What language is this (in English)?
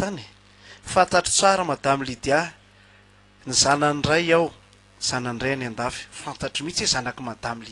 Malagasy